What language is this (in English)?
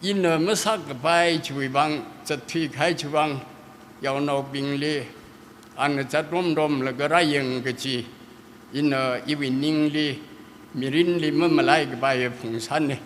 Tangkhul Naga (India)